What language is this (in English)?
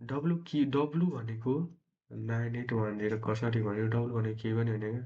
Nepali